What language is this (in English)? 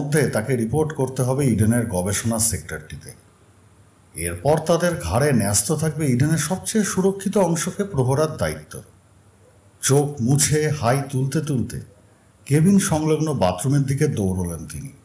Bangla